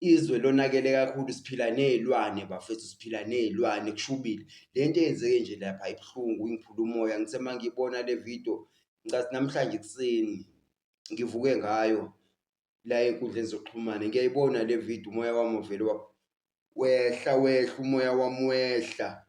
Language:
Zulu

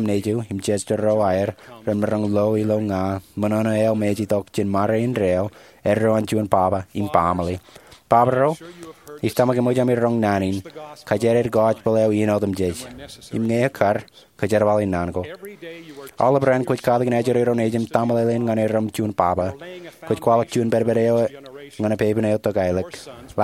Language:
Marshallese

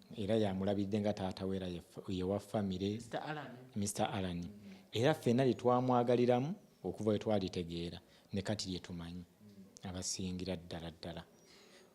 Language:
Ganda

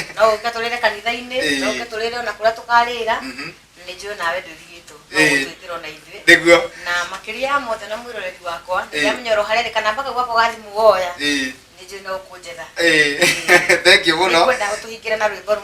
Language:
Kikuyu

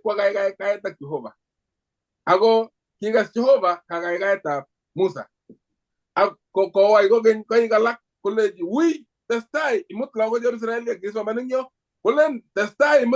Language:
Kalenjin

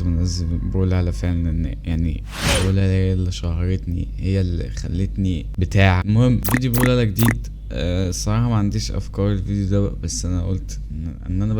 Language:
Egyptian Arabic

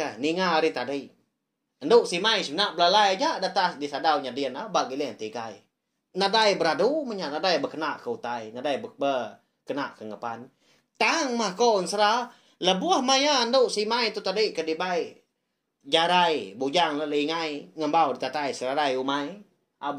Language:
Iban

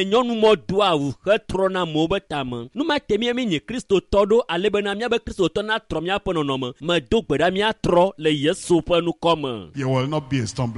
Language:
Ewe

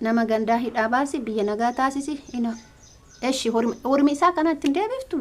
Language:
Oromo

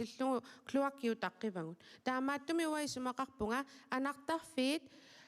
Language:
Kalaallisut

